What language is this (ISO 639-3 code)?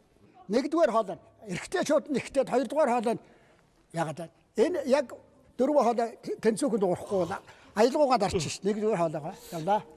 mon